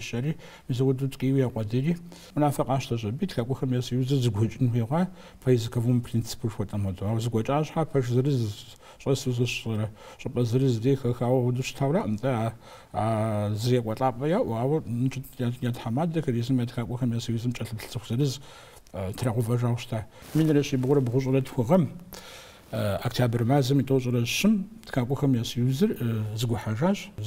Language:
Kabardian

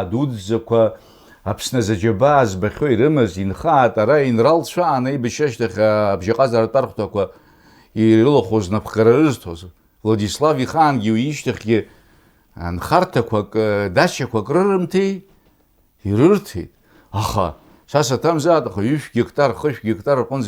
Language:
Abkhazian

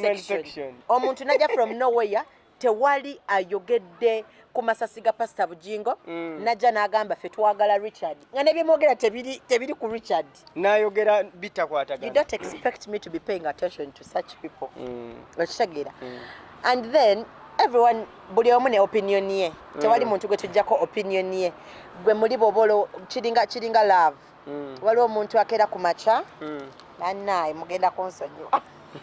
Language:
Ganda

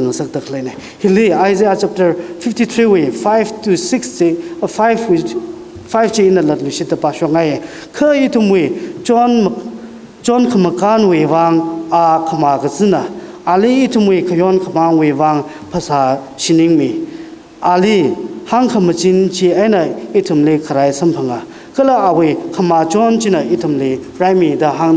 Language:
Tangkhul Naga (India)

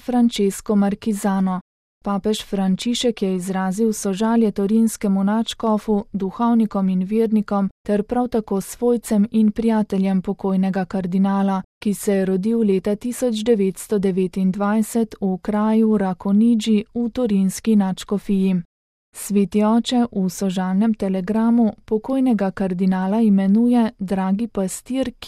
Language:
Slovenian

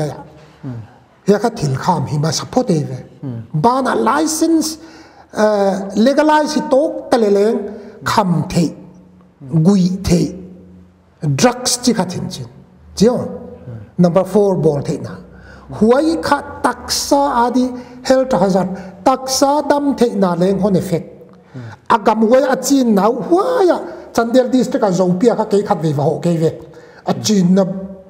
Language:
Paite Chin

